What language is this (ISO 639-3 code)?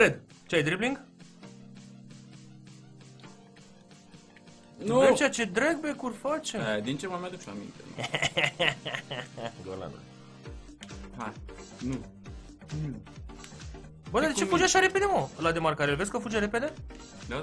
ron